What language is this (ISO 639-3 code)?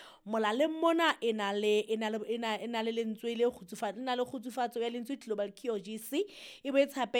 sot